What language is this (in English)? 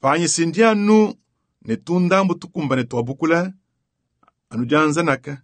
Luba-Lulua